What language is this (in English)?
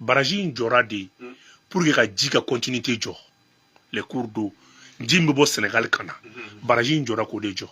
Bambara